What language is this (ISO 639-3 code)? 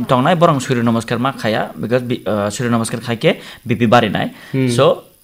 trp